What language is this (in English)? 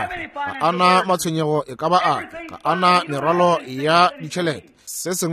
Northern Sotho